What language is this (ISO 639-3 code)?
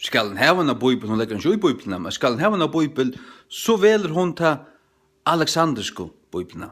fao